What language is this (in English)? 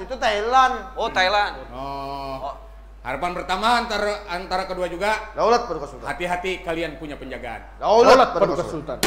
Banjar